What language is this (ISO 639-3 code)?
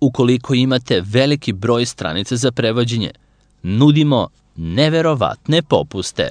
srp